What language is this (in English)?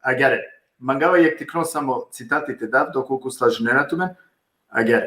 Balkan Romani